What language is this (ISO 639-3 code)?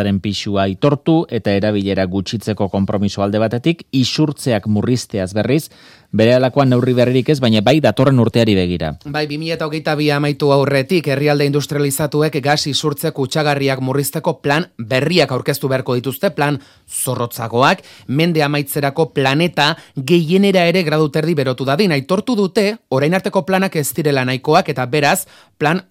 eus